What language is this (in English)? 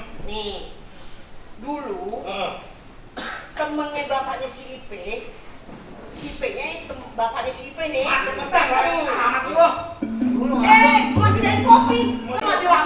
Betawi